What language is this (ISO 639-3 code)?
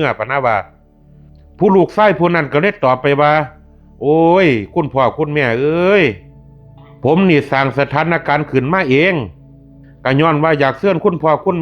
lao